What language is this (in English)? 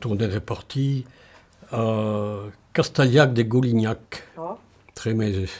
Occitan